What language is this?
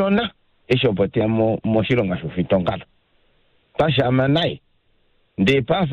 Kuanyama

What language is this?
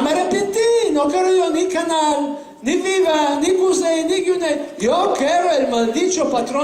Ladino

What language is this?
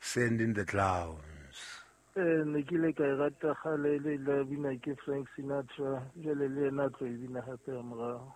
Southern Sotho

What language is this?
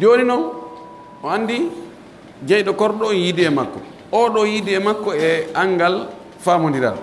Pular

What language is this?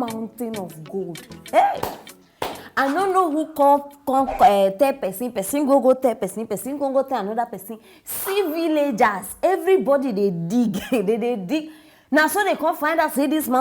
Nigerian Pidgin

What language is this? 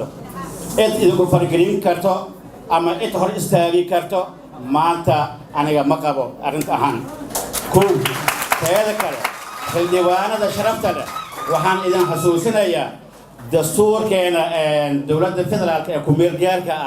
Somali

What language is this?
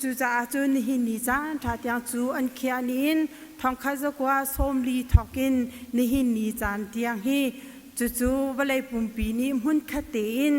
Hakha Chin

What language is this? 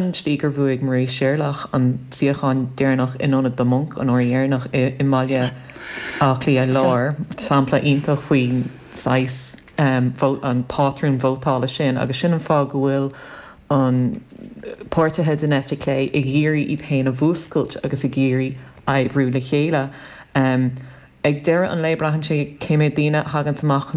Irish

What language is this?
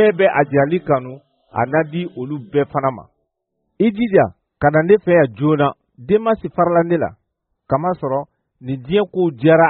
Bambara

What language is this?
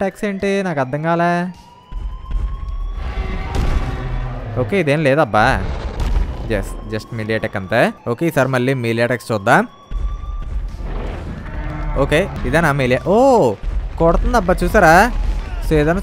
Telugu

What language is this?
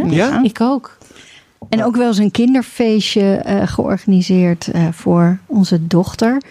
Dutch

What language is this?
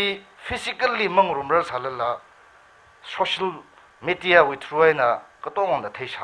Tangkhul Naga (India)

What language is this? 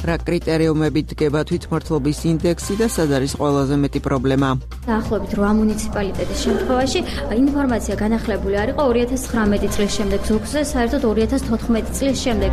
Georgian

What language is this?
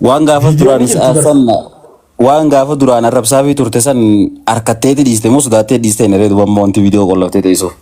Oromo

